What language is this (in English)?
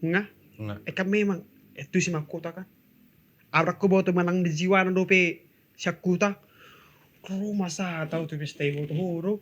Batak Toba